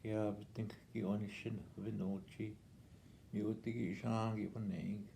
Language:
Northwestern Ojibwa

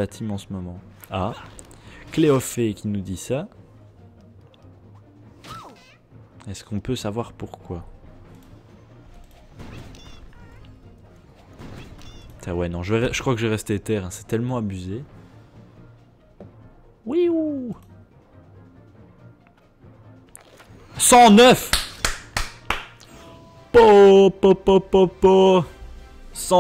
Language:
French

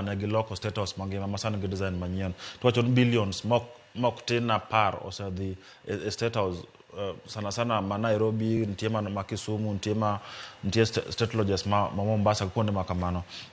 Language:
Luo (Kenya and Tanzania)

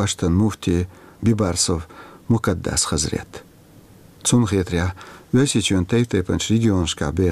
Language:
Chechen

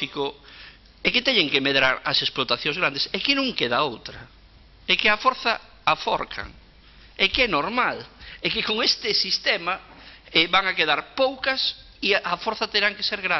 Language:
Galician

